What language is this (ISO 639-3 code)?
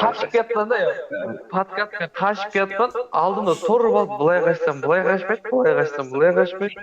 kaa